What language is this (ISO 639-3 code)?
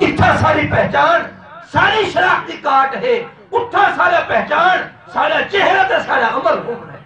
skr